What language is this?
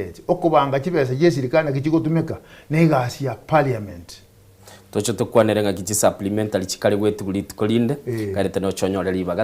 Gusii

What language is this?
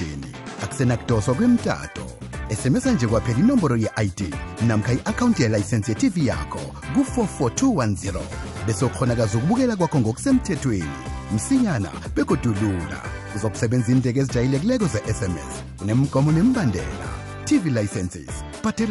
South Ndebele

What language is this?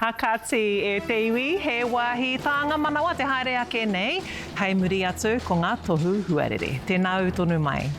Māori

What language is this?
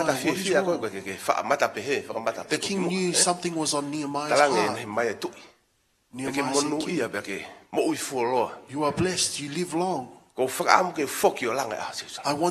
Tongan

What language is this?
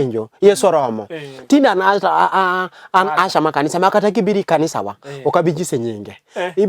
Luo (Kenya and Tanzania)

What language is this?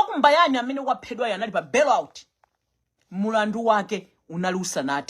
Nyanja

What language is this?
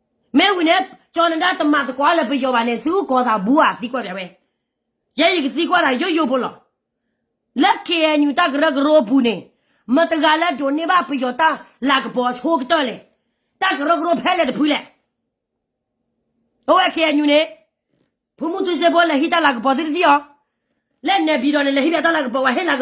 S'gaw Karen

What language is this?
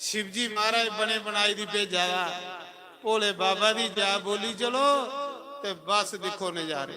Dogri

